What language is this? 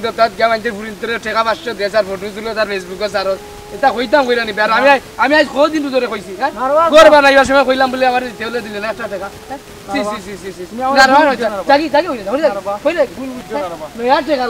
Sylheti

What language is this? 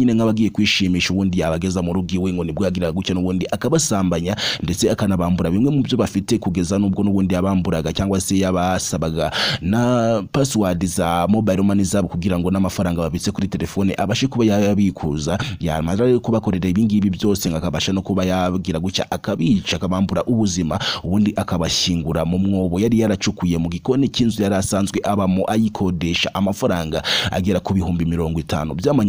Kinyarwanda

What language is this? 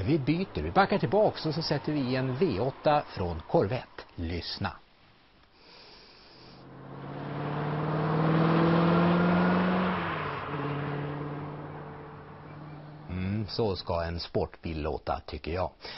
Swedish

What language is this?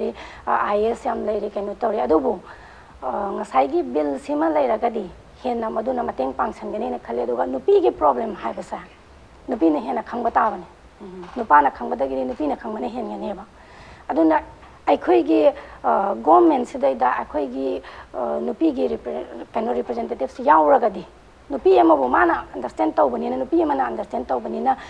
Manipuri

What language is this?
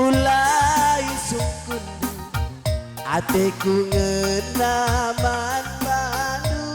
Batak Karo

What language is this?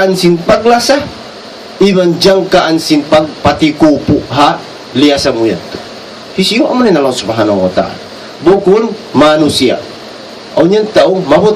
Tausug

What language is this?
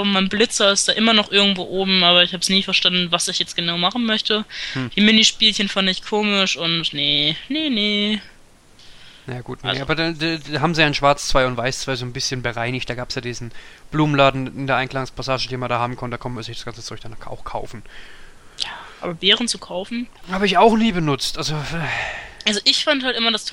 German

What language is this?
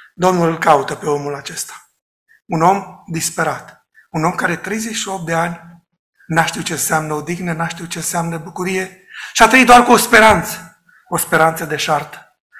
Romanian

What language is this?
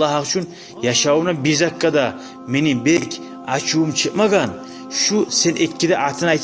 Kumyk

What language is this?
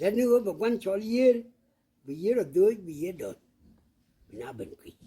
Nuer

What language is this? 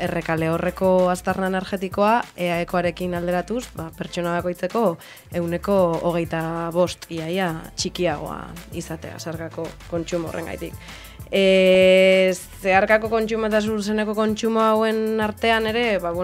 Basque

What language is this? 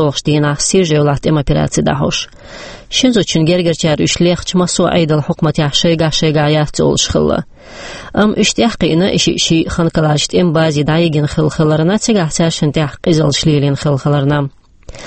Chechen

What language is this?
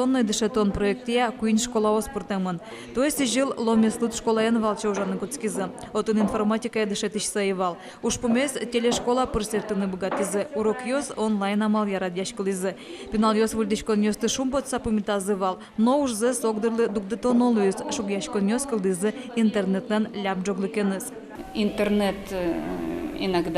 Udmurt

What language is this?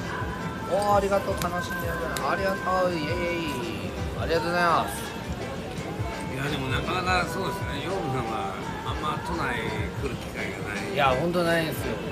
Japanese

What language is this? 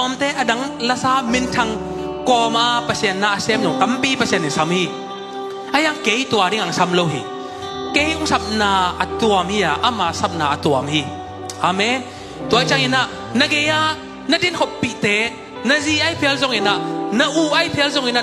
Tedim Chin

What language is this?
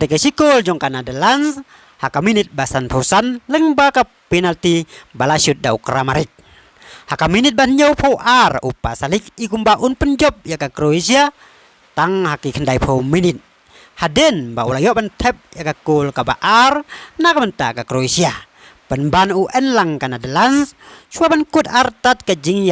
Khasi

